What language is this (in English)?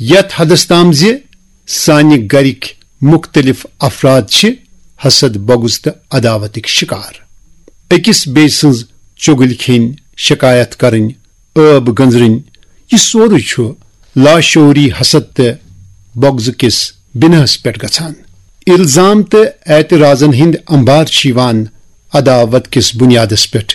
Kashmiri